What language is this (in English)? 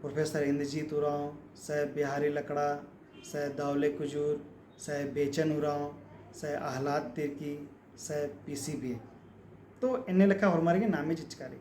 Kurukh